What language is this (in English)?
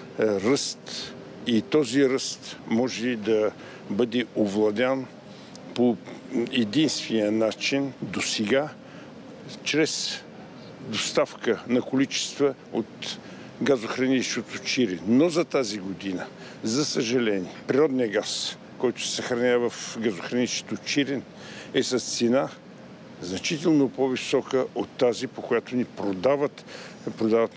Bulgarian